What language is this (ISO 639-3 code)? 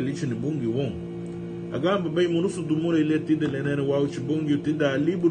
cab